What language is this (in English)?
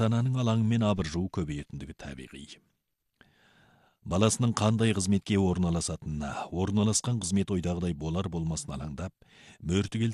Kazakh